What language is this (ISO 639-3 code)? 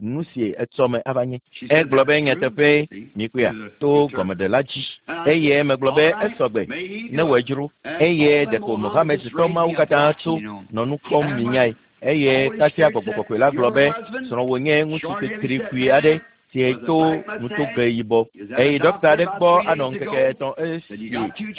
ewe